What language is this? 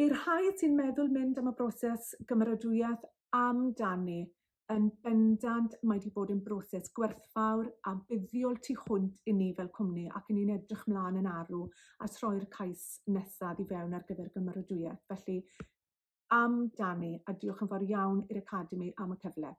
Welsh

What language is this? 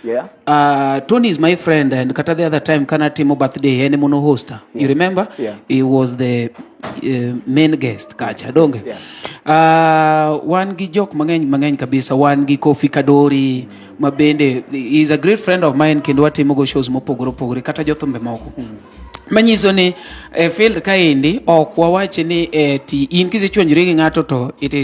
Luo (Kenya and Tanzania)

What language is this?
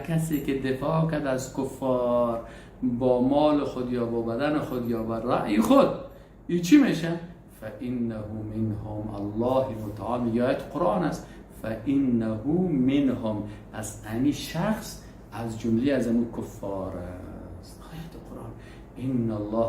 Persian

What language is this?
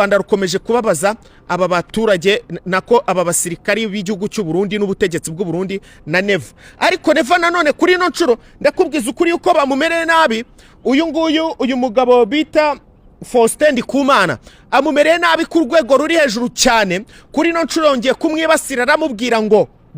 Kinyarwanda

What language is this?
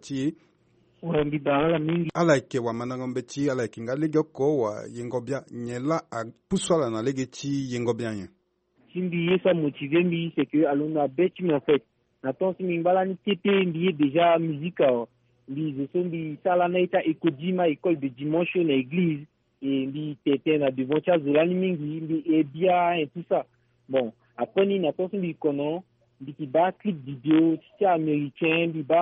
Sango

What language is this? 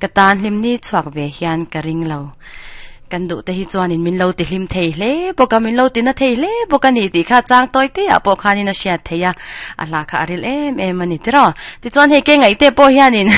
Mizo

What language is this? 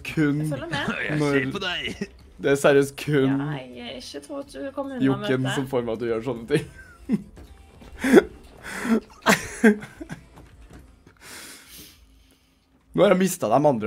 Norwegian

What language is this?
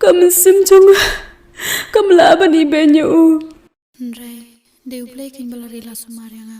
Khasi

